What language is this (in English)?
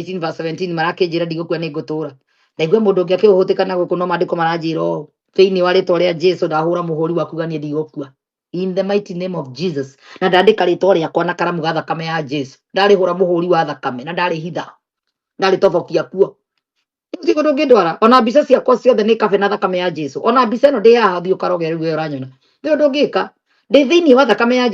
Kikuyu